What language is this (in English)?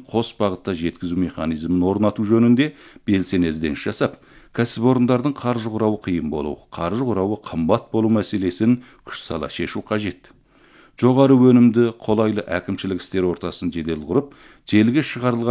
Kazakh